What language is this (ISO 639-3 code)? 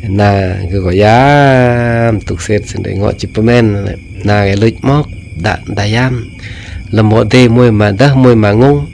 kjg